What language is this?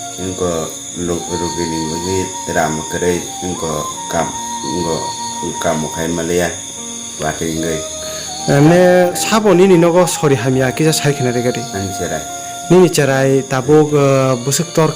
Kok Borok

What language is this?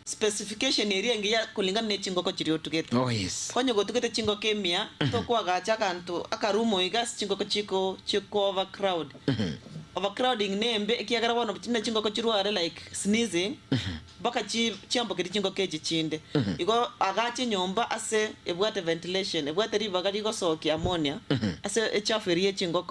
Gusii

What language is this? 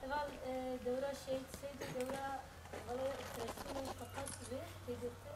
Kurdish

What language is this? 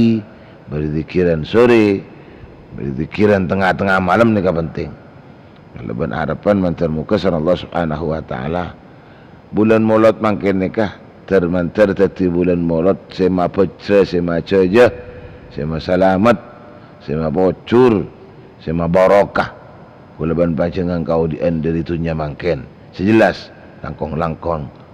Madurese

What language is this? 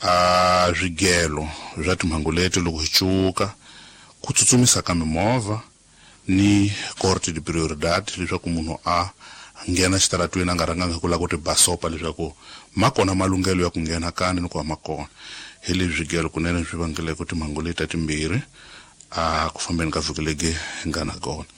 Tsonga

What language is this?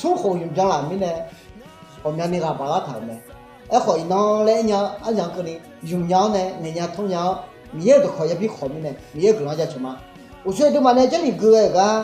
Akha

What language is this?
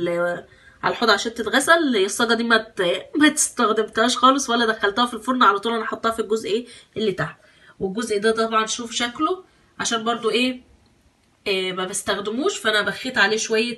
Egyptian Arabic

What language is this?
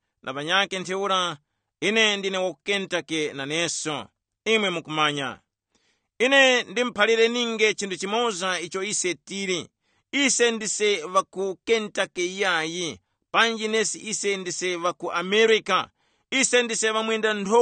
Tumbuka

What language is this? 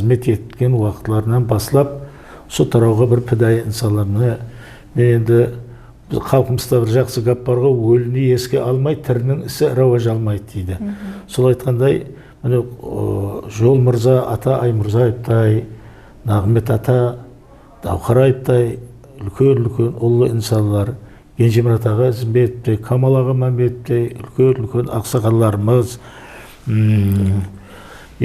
Kara-Kalpak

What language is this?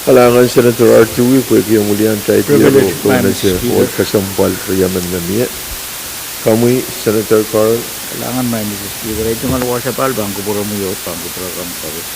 Pohnpeian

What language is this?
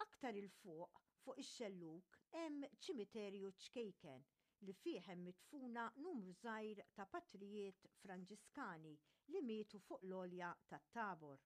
Maltese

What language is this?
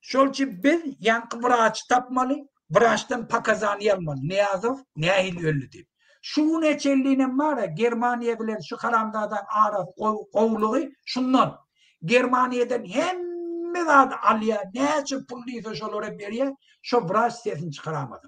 Turkmen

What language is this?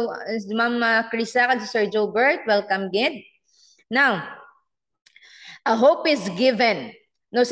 Hiligaynon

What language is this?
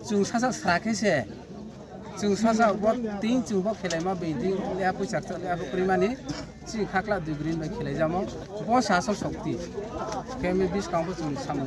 Riang (India)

